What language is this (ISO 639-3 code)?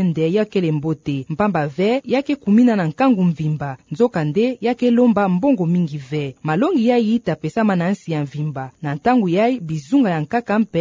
ktu